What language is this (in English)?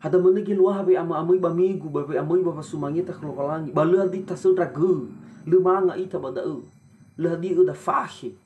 Nias